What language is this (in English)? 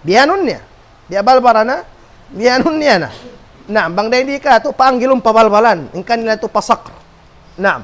Tausug